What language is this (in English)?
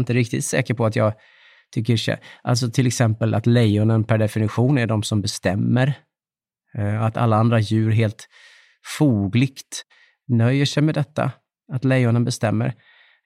Swedish